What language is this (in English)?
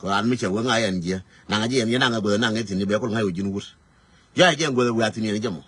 Nuer